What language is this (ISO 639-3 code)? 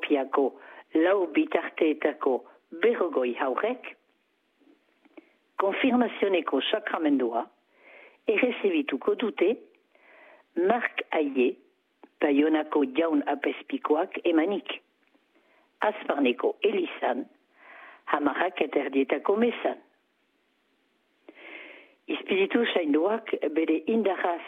eus